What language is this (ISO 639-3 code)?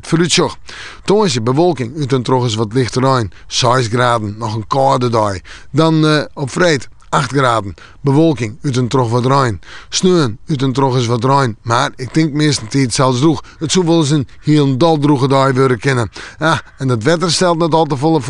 fry